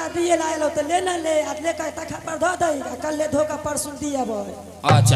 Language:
Maithili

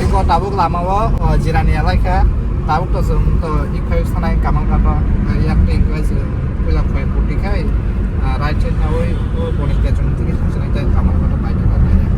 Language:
Kok Borok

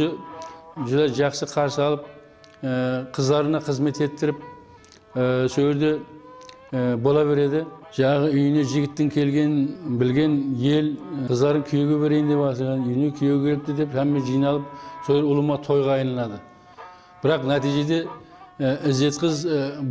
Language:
Kara-Kalpak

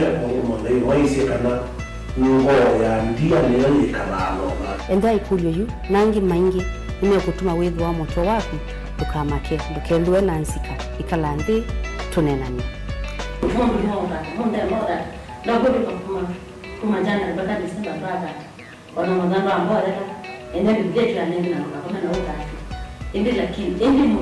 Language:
Kamba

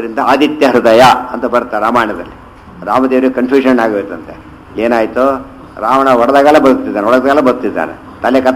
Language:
Kannada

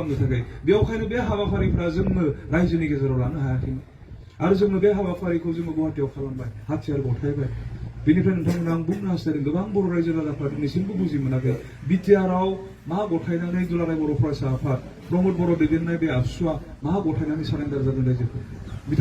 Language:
Bodo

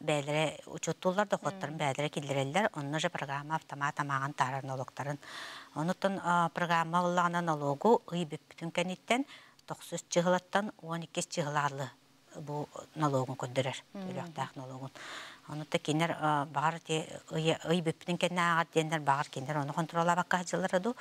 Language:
Yakut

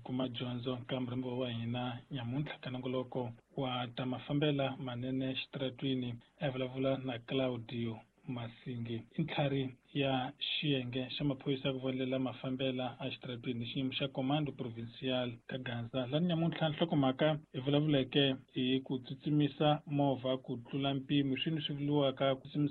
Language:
Tsonga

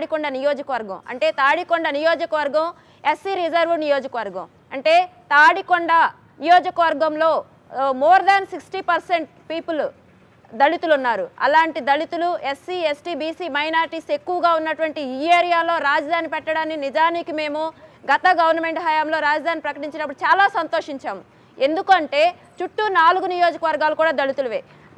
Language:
Telugu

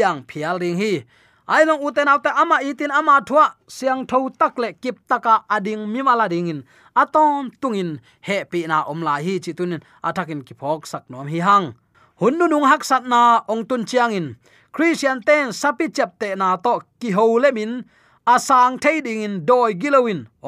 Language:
Tedim Chin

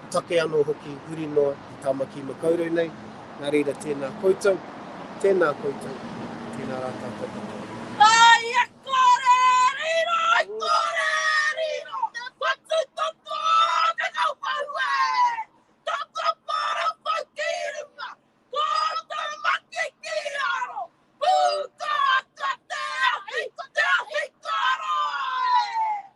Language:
Māori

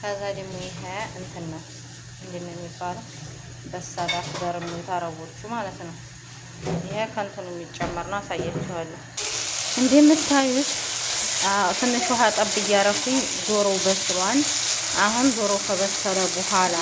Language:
Amharic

